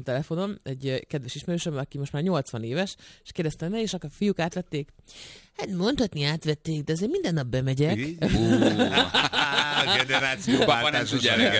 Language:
Hungarian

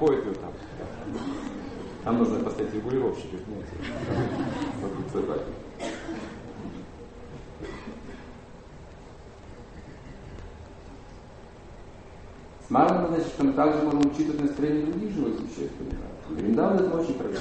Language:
Russian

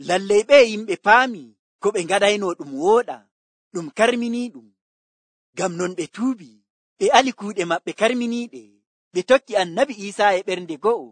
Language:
Nigerian Fulfulde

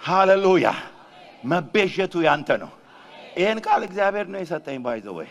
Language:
Amharic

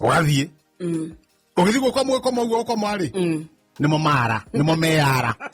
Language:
Kikuyu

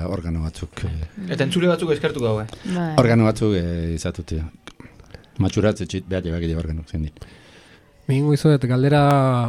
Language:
Basque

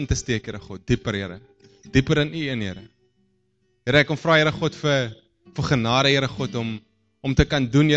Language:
Afrikaans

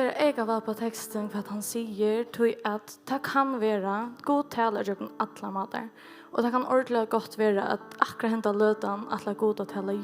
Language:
Faroese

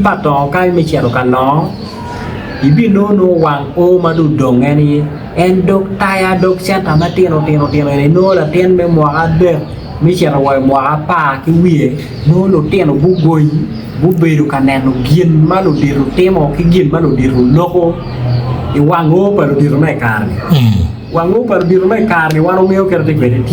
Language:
Acoli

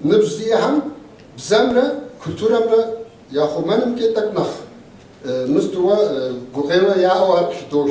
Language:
Kabardian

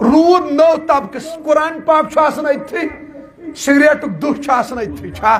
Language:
Kashmiri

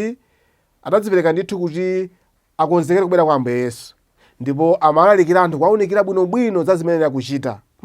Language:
Nyanja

